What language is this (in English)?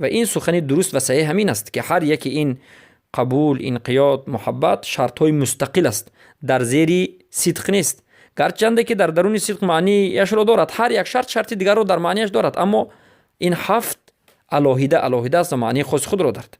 Persian